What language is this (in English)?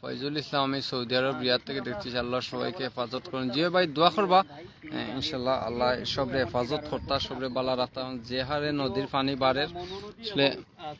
Sylheti